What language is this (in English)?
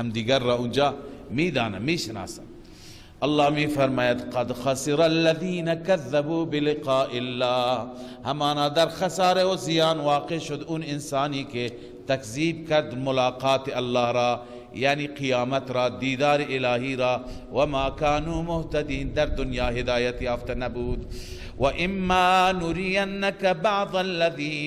Persian